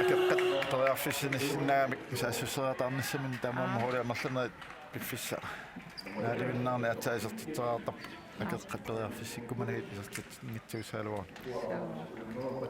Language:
Kalaallisut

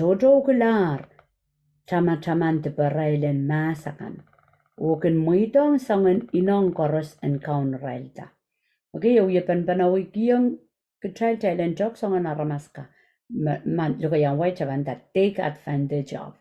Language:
Pohnpeian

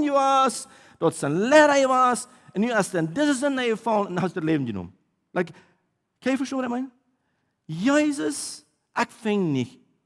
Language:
Plautdietsch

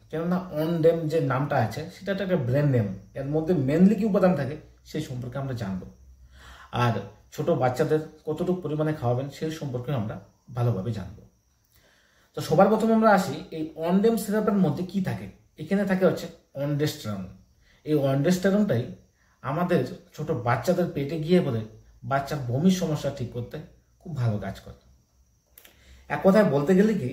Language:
Bangla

